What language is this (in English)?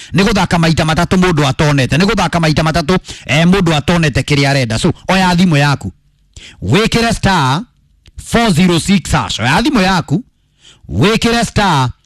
Kikuyu